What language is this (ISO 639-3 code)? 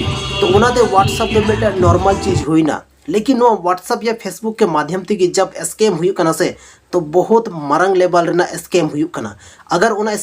sat